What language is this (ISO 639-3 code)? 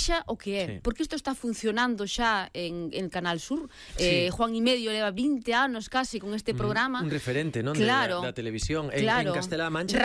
glg